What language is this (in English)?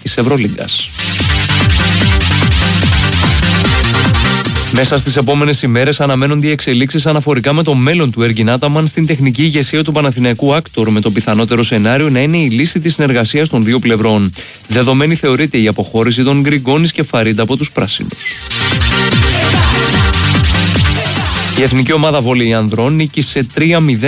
Greek